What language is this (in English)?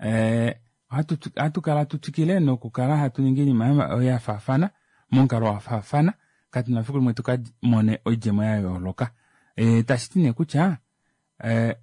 Kuanyama